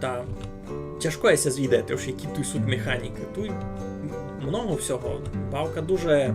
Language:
Rusyn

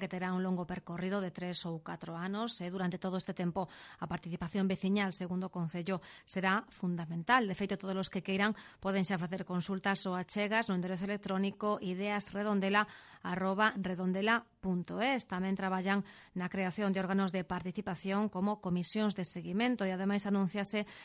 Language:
Galician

